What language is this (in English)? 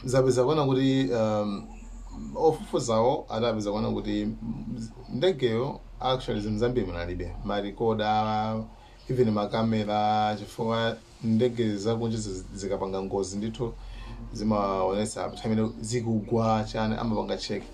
Nyanja